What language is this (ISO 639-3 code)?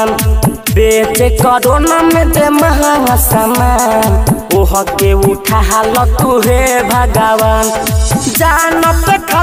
bho